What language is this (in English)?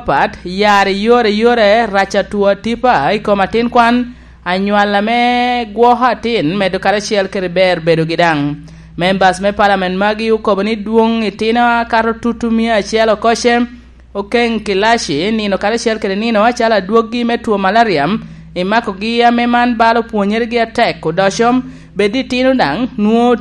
Lango (Uganda)